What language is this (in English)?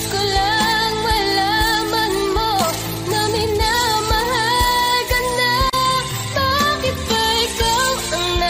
Filipino